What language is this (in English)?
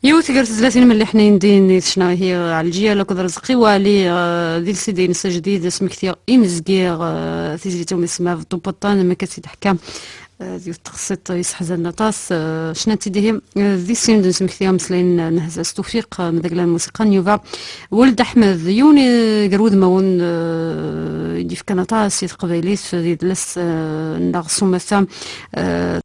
Kabyle